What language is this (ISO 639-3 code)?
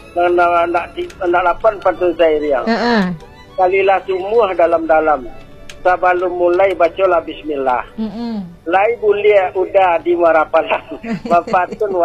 min